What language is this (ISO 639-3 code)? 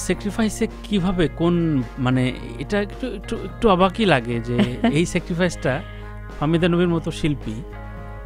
ben